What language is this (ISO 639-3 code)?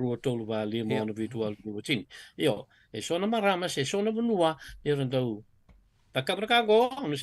fij